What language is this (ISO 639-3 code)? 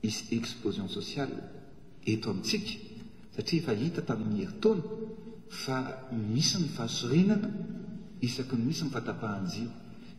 mlg